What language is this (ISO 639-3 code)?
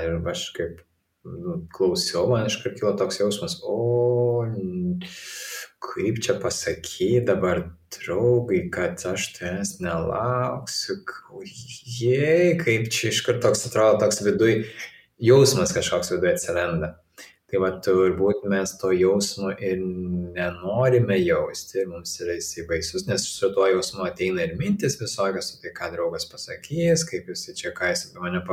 lit